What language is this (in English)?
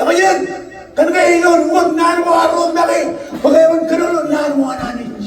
Marshallese